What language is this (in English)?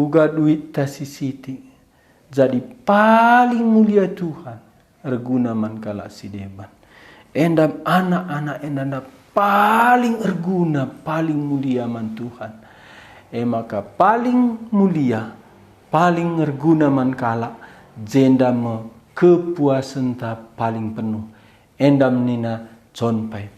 Batak Karo